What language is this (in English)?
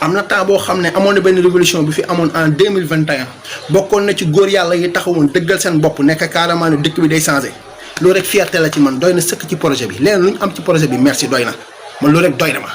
Wolof